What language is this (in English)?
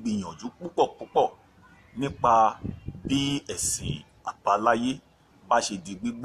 Yoruba